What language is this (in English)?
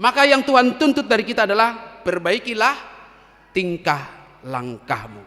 Batak Toba